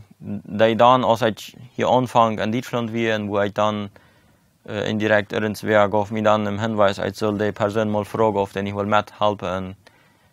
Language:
Plautdietsch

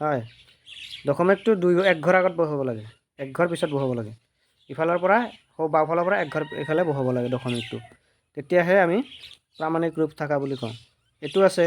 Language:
Assamese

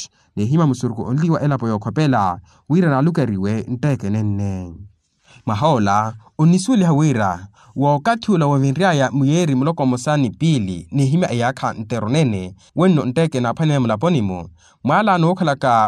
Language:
Makhuwa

